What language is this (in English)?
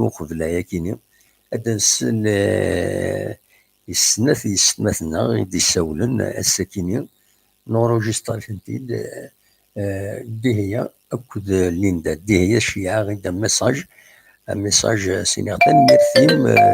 Kabyle